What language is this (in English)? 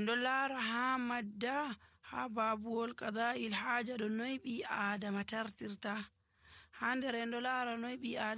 Nigerian Fulfulde